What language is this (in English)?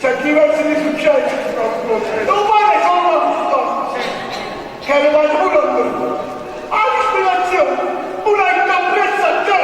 Neapolitan